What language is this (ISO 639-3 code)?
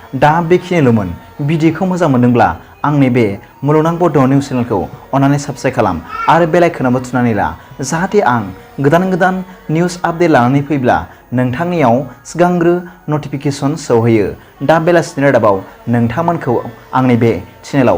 brx